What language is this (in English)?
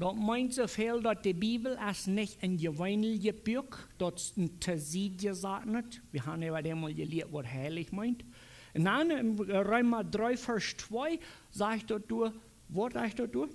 Plautdietsch